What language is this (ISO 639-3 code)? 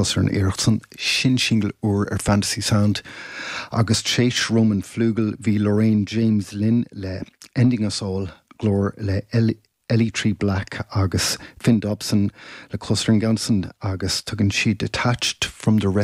gle